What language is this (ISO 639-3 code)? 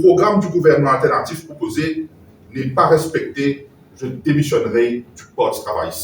mfe